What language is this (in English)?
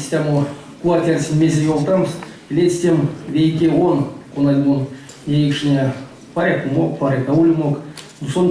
Erzya